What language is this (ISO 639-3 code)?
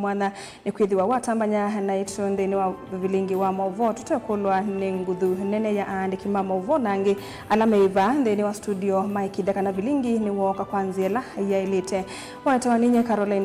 kam